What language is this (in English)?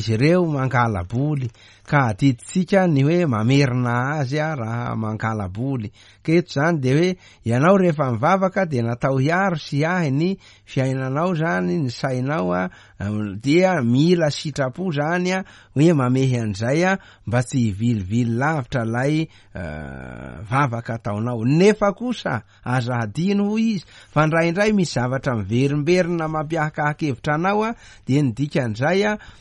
Malagasy